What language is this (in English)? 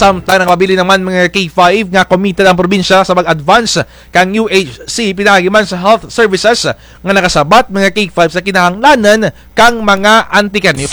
Kinaray-a